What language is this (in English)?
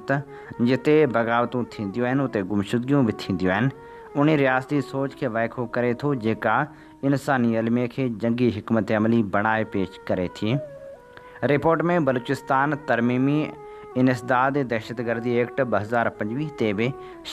Sindhi